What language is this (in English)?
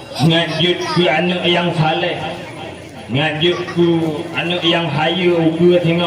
Achinese